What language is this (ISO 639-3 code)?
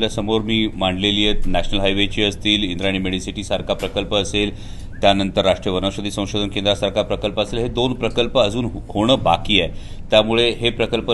mar